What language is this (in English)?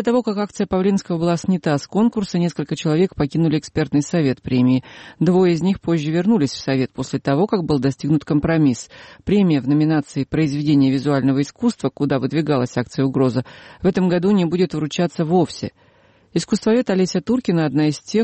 Russian